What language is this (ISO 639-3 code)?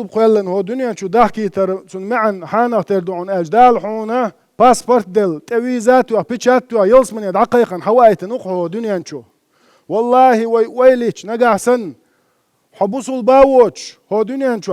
che